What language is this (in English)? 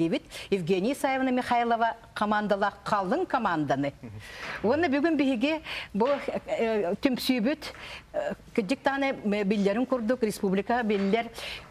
Yakut